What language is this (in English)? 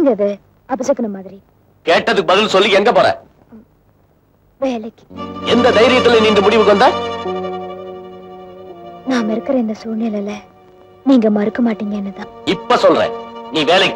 Tamil